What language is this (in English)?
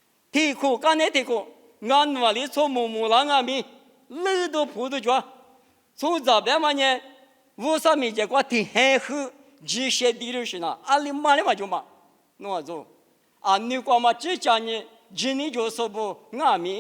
Lisu